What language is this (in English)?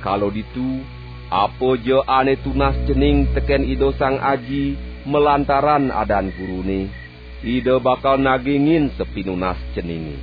Balinese